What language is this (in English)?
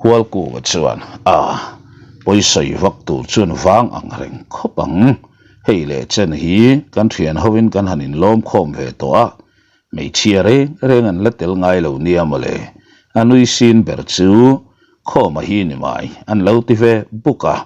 Mizo